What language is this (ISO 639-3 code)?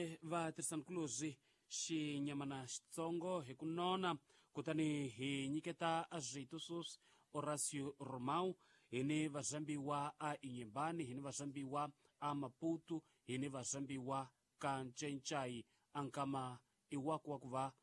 tso